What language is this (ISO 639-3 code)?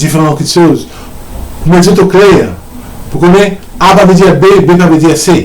mfe